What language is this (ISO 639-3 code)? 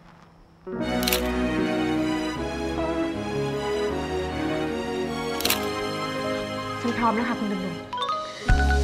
tha